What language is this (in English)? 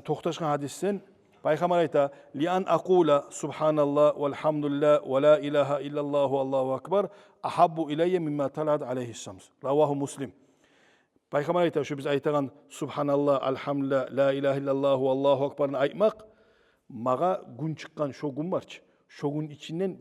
Kumyk